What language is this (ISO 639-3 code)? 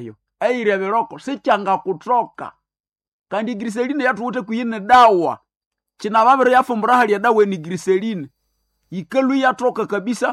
nnb